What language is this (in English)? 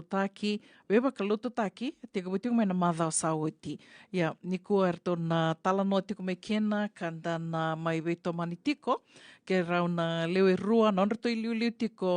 Fijian